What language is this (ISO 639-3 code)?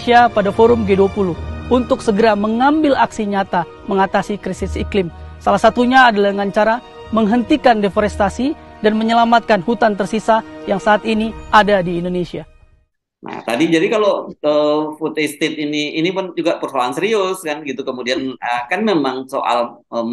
ind